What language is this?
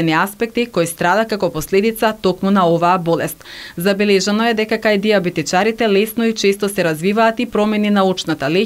Macedonian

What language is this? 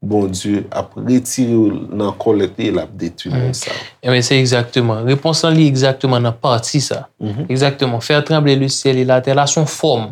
Haitian Creole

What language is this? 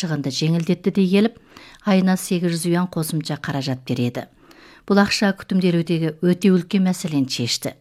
Kazakh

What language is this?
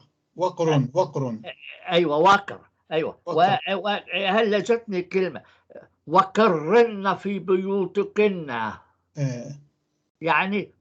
North Levantine Arabic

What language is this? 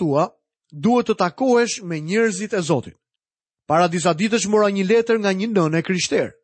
Albanian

